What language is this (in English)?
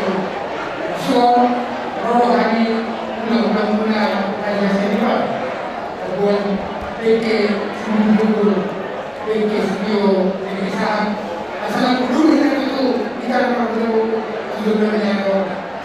Batak Toba